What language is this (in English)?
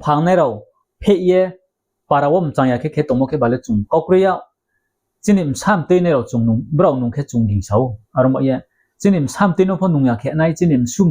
Riang (India)